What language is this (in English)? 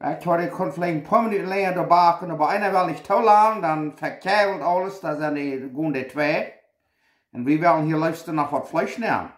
Plautdietsch